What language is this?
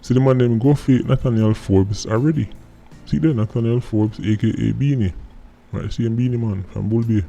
Jamaican Creole English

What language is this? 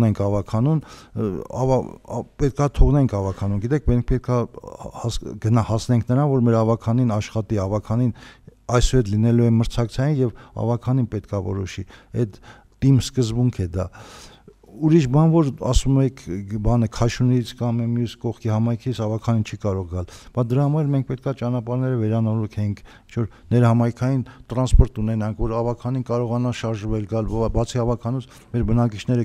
Armenian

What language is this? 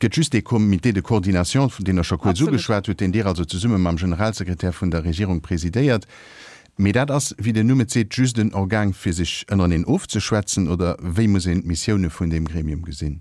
Luxembourgish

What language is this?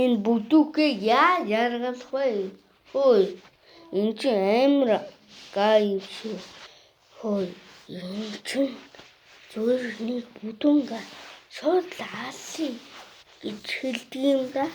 Mongolian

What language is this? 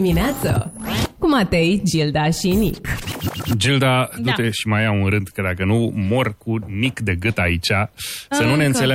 Romanian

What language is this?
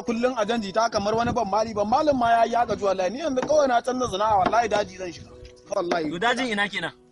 Hausa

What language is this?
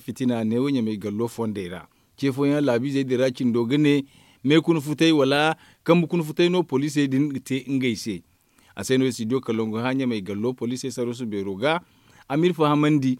Zarma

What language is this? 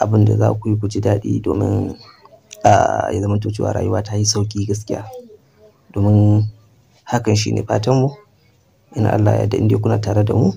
Hausa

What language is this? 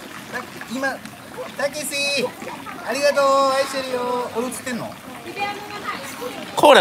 Japanese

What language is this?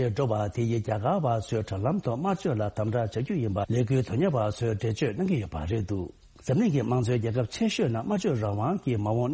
Tibetan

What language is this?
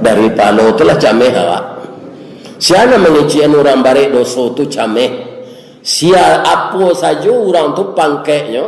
Minangkabau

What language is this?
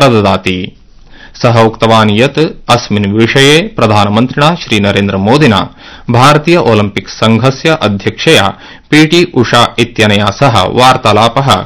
Sanskrit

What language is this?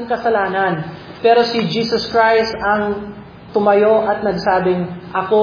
Filipino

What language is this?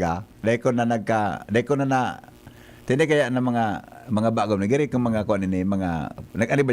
Bikol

